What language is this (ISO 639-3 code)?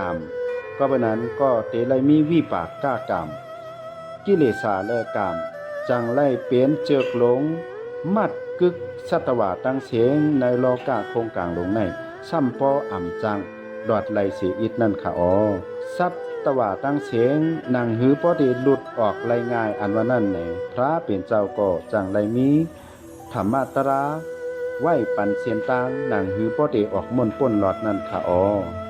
shn